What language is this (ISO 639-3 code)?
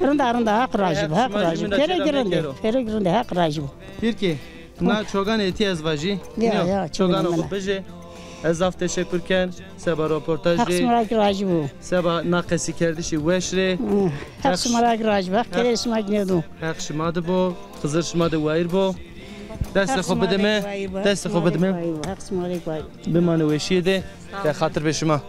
zza